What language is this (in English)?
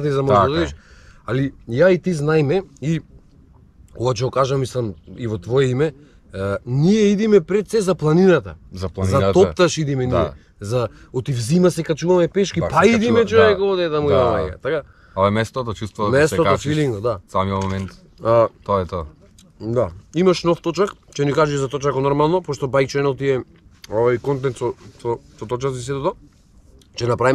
Macedonian